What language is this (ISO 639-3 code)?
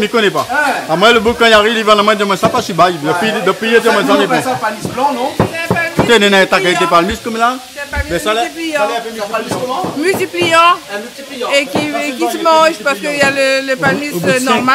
rcf